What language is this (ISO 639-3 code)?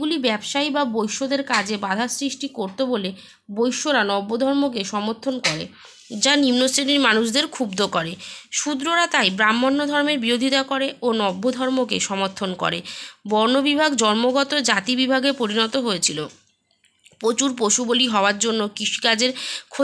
ben